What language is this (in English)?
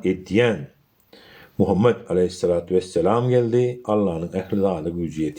Turkmen